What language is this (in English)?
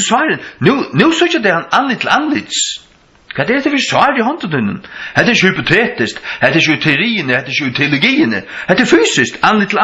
Faroese